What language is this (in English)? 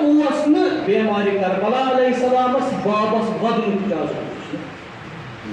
Kashmiri